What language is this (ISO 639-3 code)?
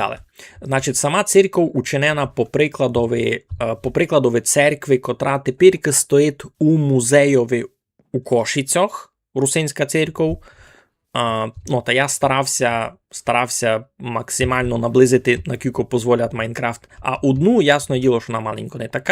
rue